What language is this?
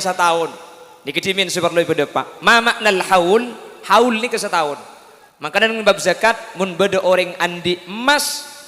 Madurese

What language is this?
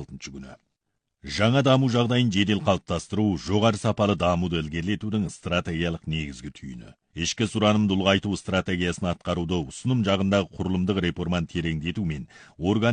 Kazakh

